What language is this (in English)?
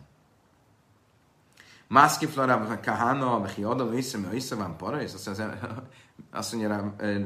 Hungarian